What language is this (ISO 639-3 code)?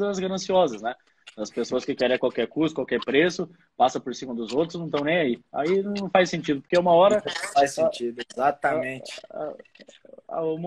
por